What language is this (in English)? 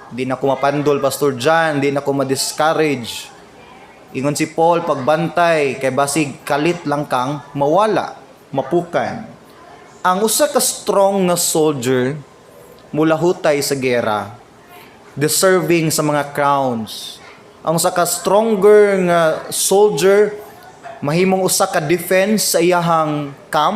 Cebuano